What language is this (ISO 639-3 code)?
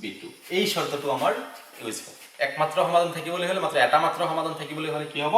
asm